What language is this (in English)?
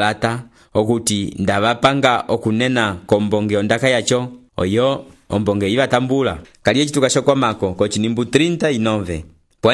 Umbundu